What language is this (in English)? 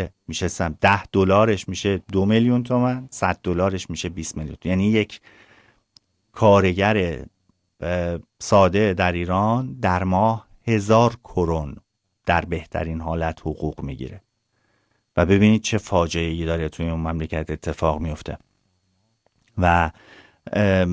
Persian